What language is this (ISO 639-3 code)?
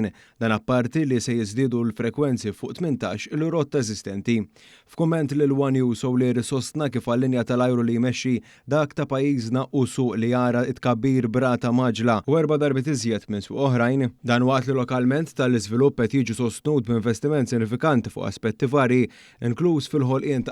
mlt